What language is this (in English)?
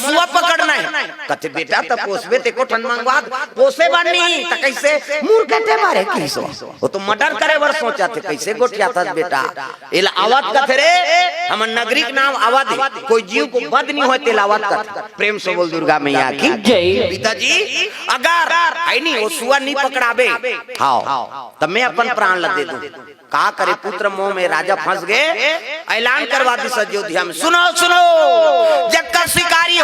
Chhattisgarhi